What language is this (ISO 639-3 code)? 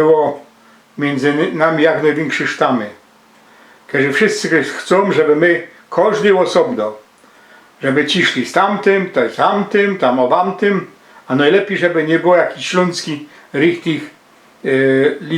szl